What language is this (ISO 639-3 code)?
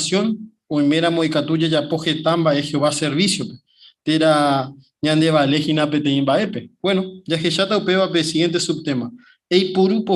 grn